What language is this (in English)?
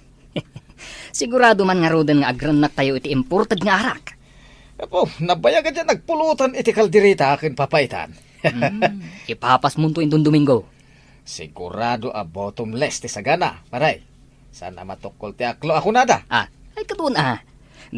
Iloko